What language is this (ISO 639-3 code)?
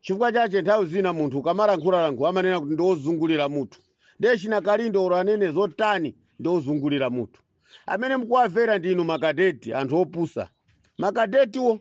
nya